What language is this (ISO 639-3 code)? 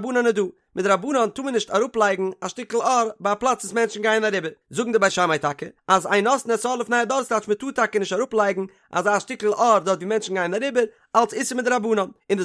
yid